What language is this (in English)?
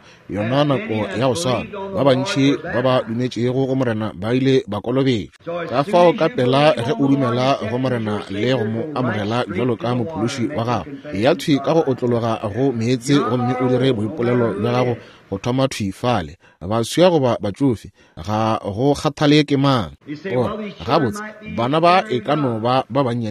Northern Sotho